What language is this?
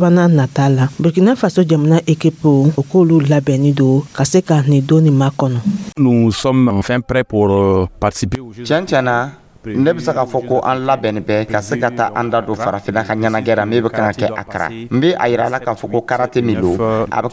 Dyula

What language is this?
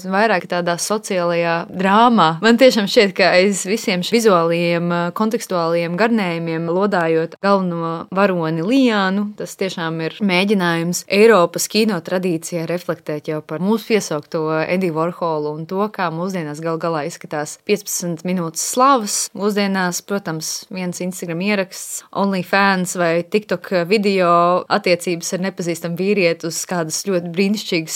Latvian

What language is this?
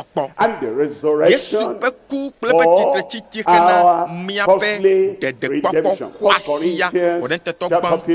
Ewe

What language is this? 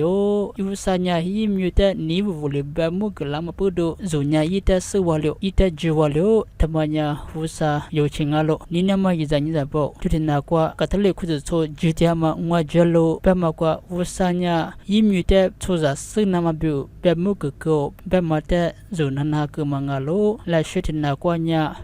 Lisu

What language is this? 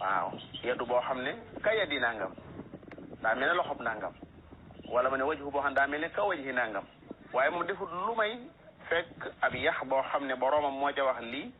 Wolof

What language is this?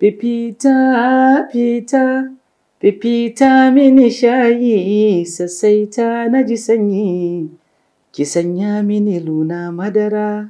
Hausa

